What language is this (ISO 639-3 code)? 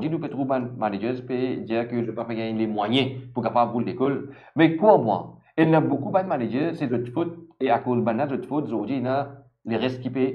mfe